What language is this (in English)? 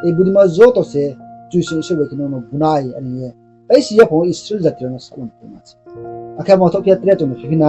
Riang (India)